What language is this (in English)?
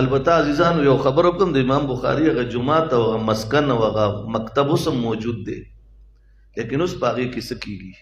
Pashto